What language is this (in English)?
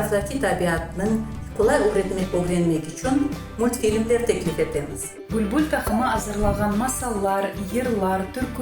Crimean Tatar